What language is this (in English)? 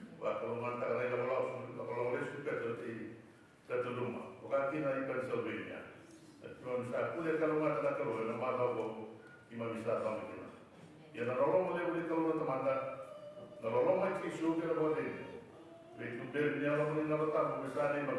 Fijian